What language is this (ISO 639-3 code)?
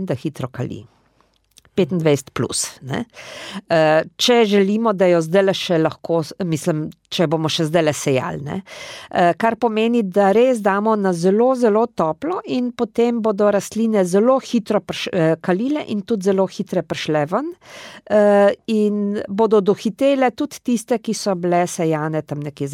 slv